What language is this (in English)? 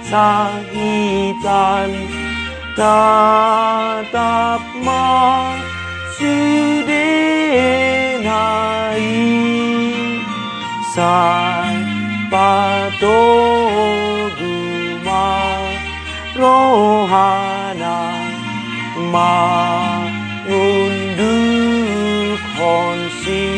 Batak Toba